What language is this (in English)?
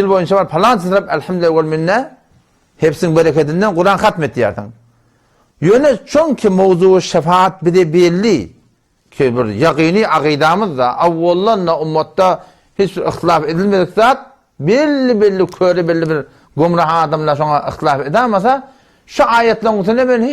Turkmen